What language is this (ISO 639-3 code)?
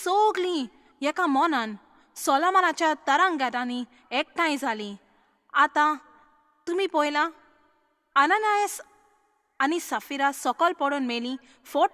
kok